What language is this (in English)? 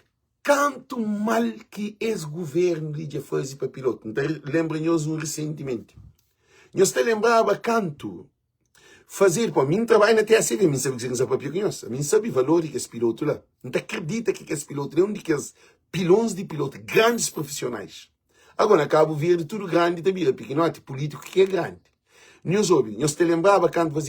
Kabuverdianu